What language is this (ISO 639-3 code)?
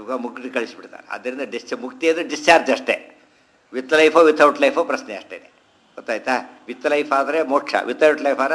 kan